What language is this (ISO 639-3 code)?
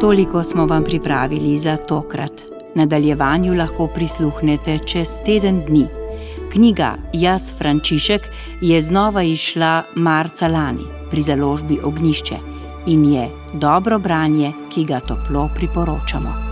slv